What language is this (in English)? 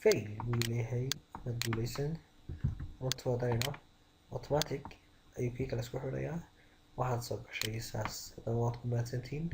Somali